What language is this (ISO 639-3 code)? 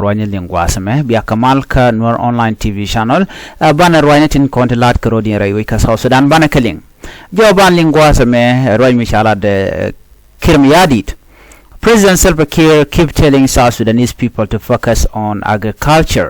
nus